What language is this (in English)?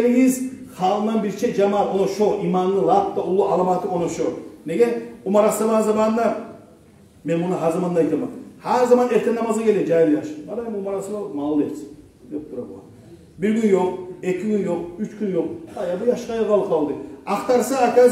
Kumyk